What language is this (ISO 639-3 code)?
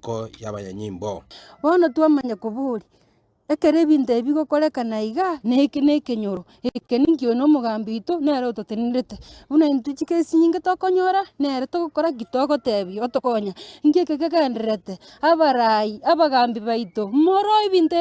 guz